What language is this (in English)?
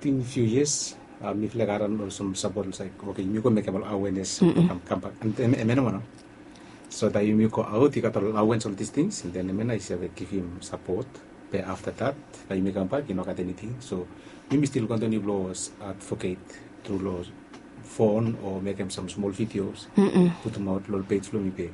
Bislama